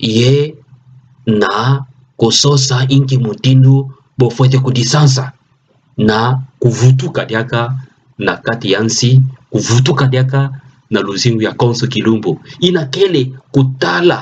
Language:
Kituba (Democratic Republic of Congo)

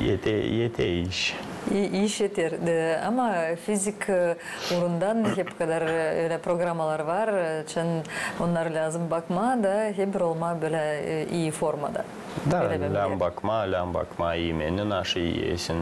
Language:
Gagauz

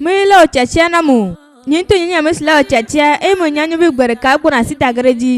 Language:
Ewe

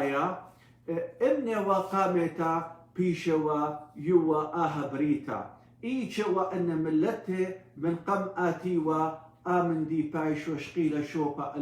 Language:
Assyrian Neo-Aramaic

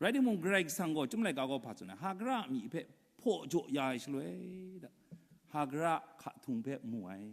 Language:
Kachin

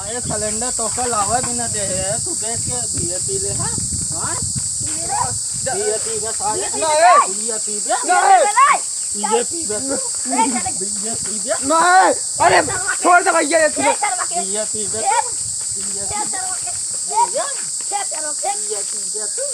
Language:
Awadhi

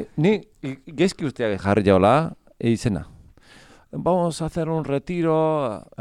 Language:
Basque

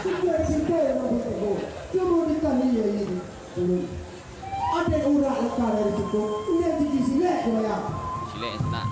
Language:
Minangkabau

